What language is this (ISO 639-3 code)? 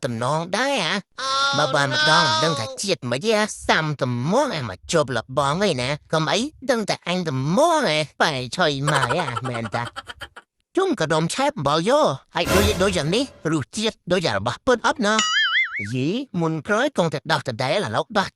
khm